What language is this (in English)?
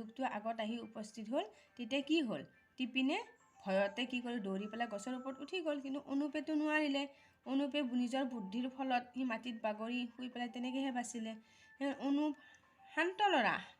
Assamese